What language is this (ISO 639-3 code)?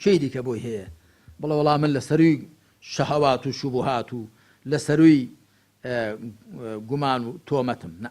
ckb